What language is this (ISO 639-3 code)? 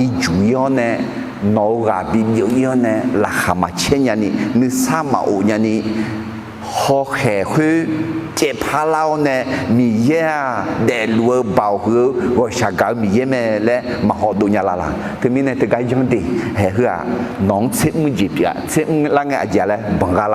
ahk